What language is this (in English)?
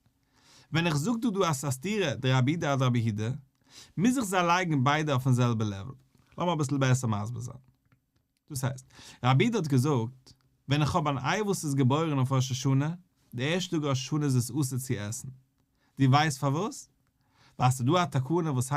Yiddish